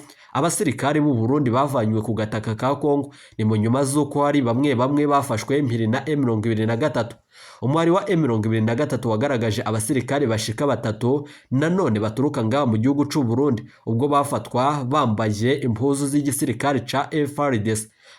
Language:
Rundi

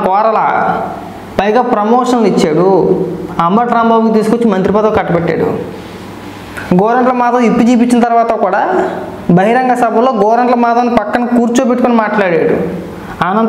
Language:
Telugu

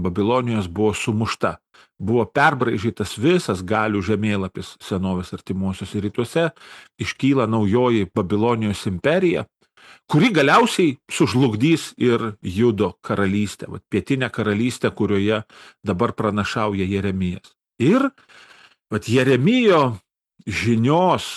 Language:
Lithuanian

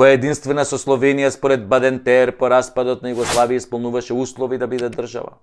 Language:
Macedonian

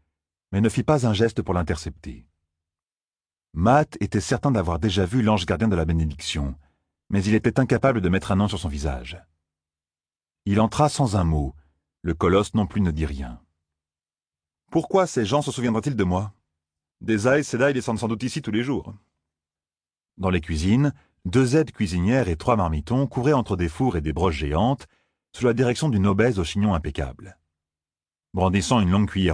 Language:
French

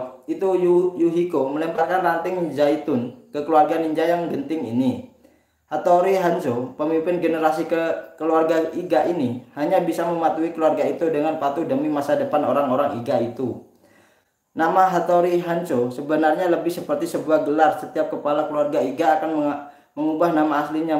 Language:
Indonesian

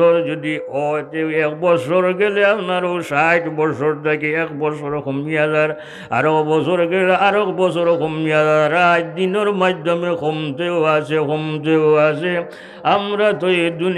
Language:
Sylheti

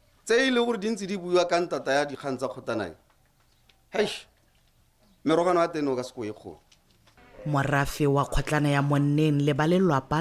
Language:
Tswana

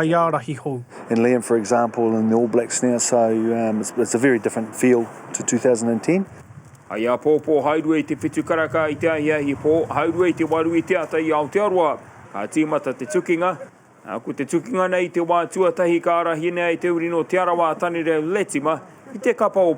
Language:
Māori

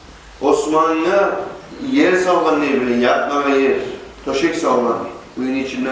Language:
Kumyk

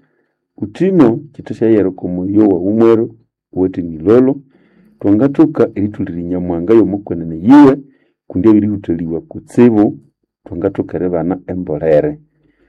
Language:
Nande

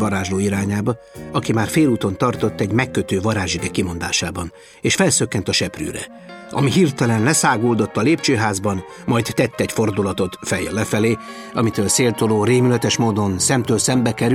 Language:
Hungarian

